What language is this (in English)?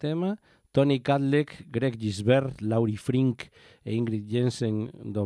Galician